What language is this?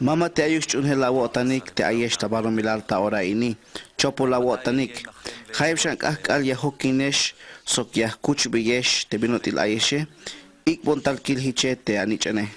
Tzeltal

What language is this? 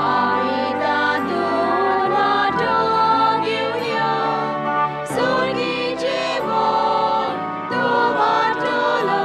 Konkani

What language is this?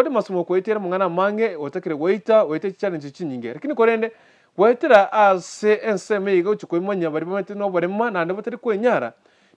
Gusii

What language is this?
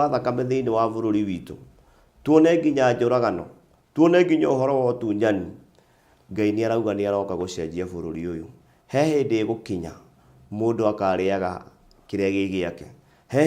Kikuyu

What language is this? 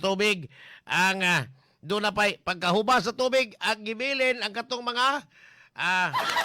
Cebuano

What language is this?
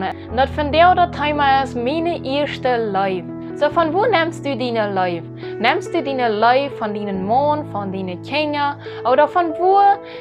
Plautdietsch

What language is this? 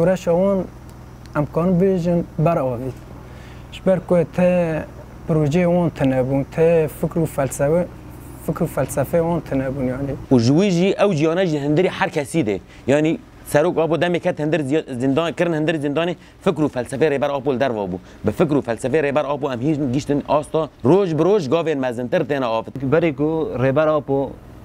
Kurdish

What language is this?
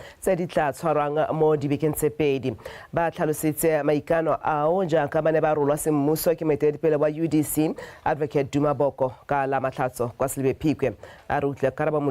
Tswana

